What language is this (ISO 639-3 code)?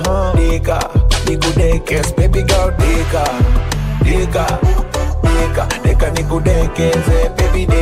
swa